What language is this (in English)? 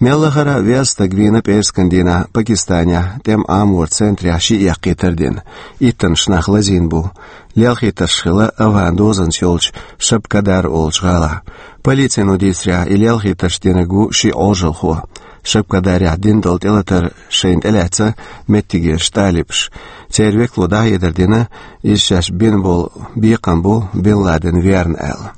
Chechen